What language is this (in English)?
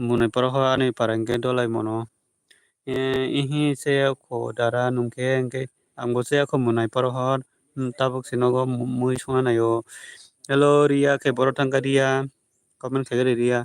Kok Borok